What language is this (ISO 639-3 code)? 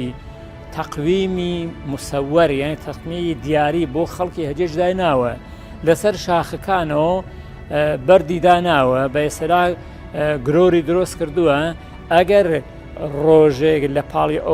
ckb